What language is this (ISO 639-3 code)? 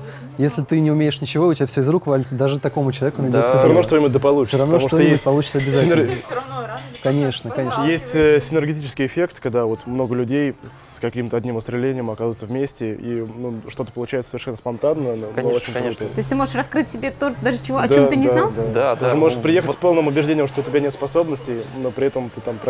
rus